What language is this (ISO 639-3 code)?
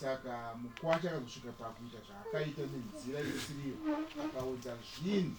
sna